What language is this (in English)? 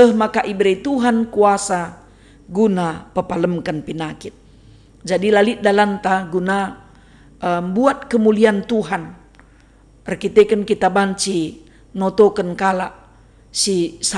Batak Karo